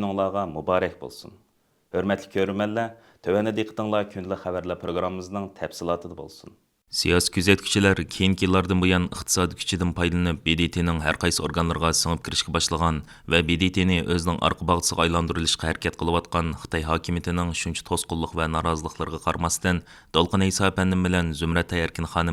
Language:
Uyghur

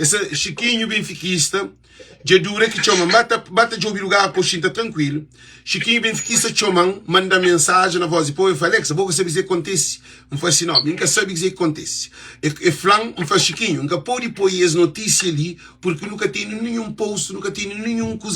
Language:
Kabuverdianu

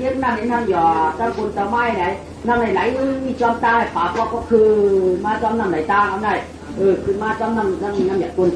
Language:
Shan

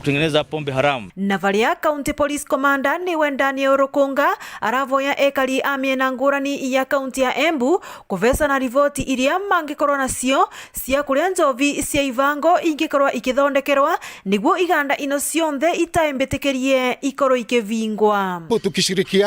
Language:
Meru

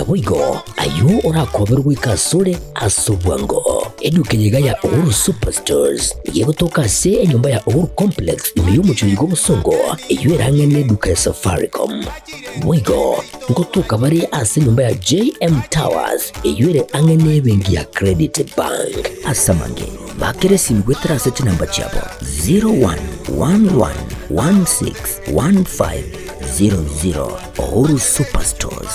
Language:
Gusii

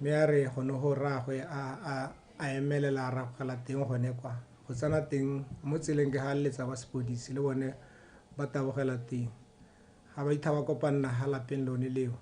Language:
Tswana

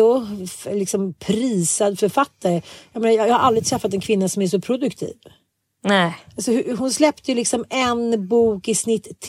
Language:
Swedish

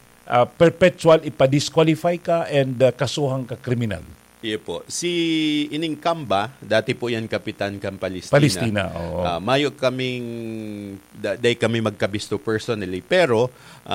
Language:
Bikol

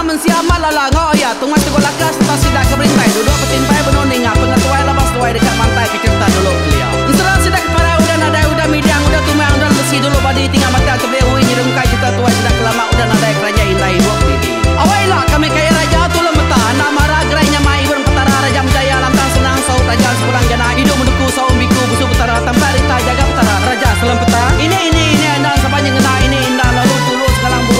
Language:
Iban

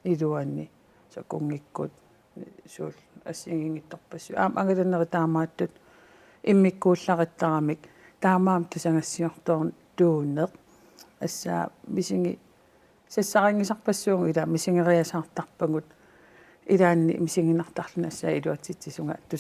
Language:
Kalaallisut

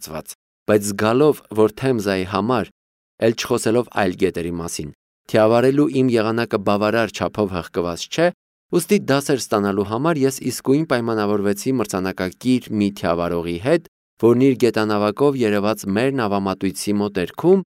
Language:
Armenian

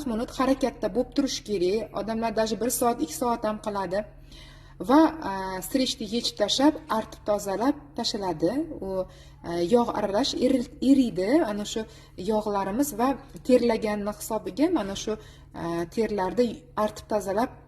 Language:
Uzbek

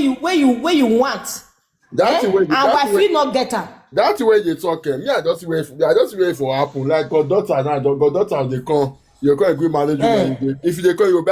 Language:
Nigerian Pidgin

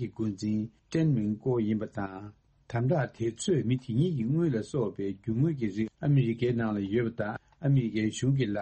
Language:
Tibetan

